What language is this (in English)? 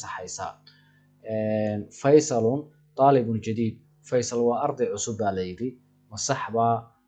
Somali